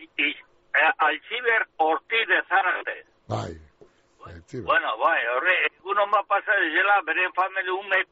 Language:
Basque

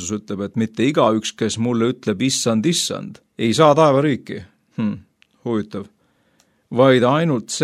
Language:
Estonian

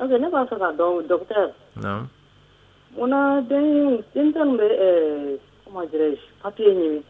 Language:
Dyula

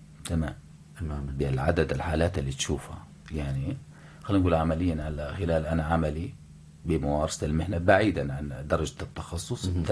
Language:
North Levantine Arabic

